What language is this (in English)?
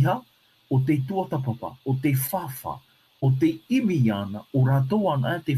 Tahitian